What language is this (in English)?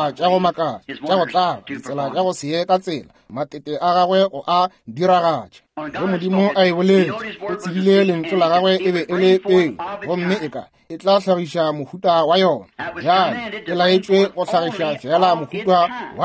Northern Sotho